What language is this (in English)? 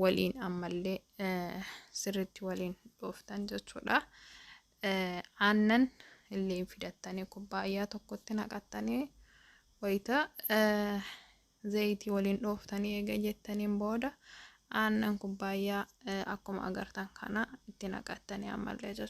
Oromo